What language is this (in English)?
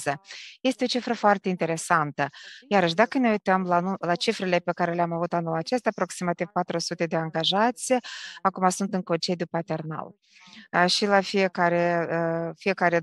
Romanian